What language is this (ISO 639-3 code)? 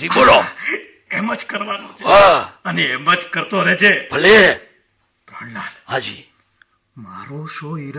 guj